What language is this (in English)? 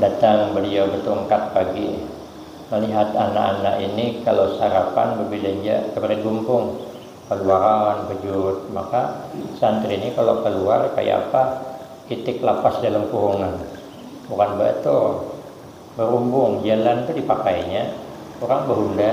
Banjar